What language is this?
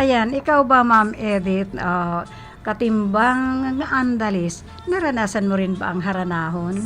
Bikol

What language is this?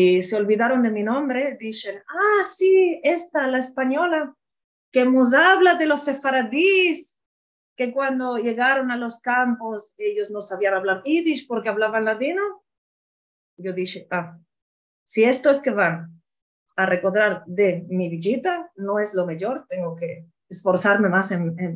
Ladino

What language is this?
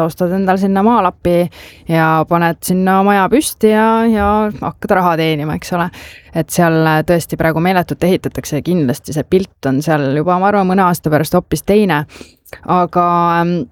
Estonian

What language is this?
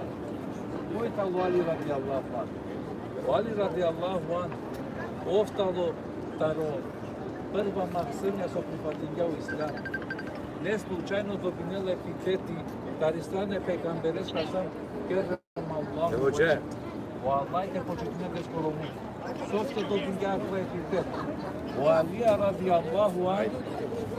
Balkan Romani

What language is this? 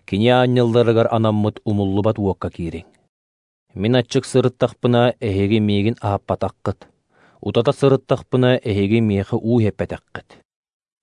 Yakut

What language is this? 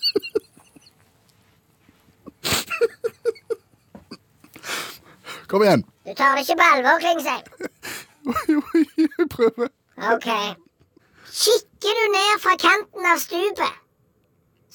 Norwegian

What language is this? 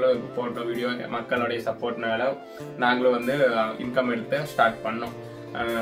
Tamil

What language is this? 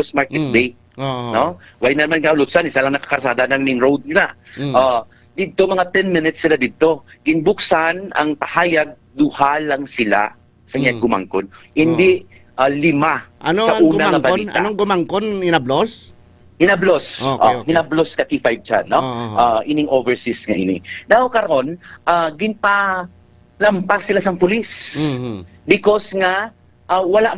Hiligaynon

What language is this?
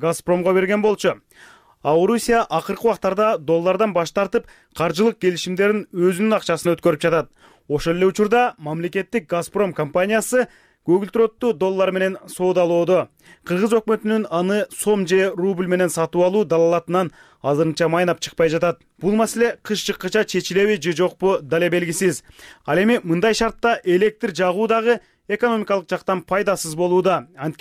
Kyrgyz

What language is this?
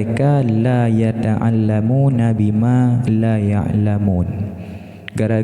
Achinese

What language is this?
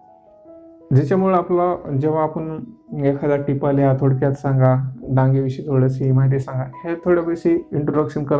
Marathi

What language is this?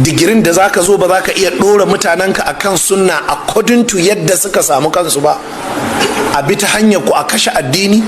Hausa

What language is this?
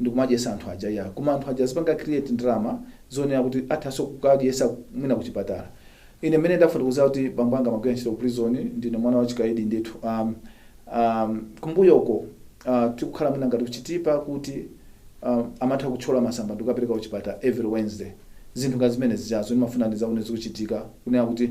Nyanja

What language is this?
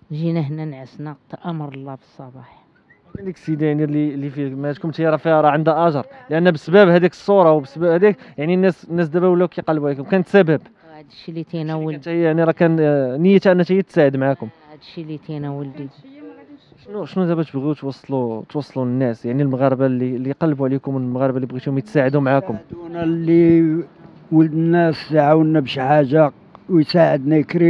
Moroccan Arabic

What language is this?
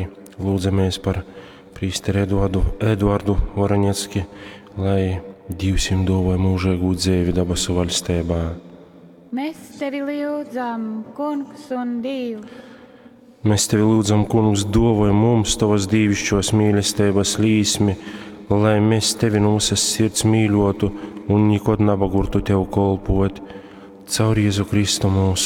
Latgalian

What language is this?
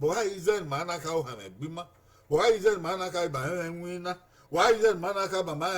Bini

